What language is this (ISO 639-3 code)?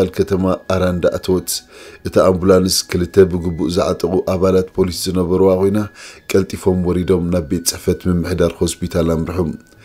tir